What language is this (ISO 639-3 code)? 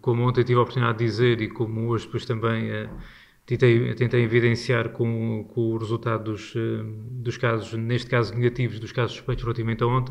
por